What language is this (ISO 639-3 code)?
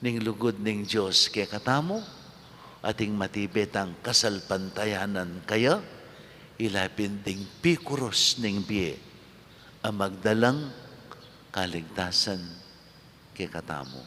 pam